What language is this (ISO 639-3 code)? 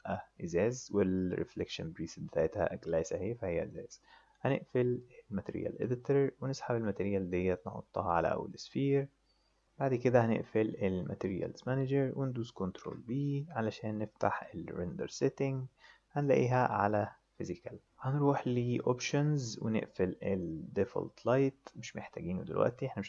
arz